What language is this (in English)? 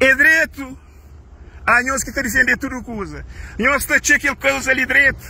Kabuverdianu